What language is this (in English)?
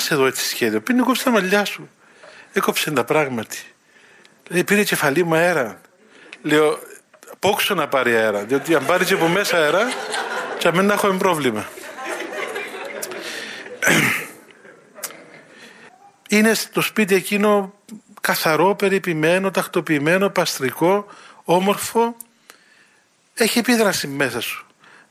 Greek